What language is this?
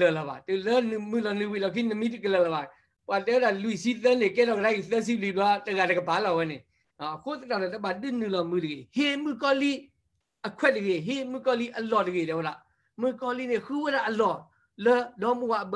S'gaw Karen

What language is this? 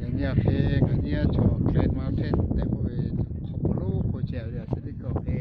Lahu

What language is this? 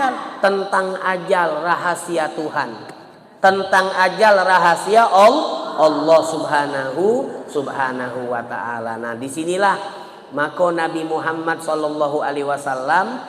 Musi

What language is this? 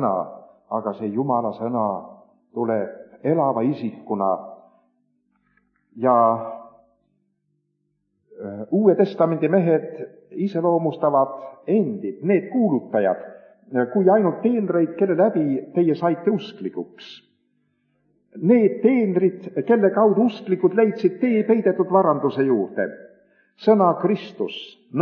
Estonian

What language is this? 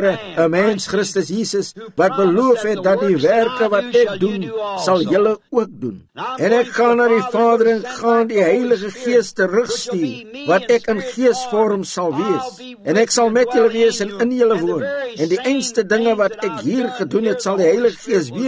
Afrikaans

